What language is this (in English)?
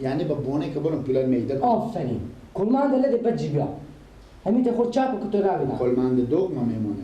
Persian